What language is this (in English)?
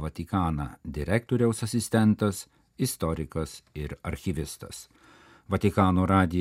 Lithuanian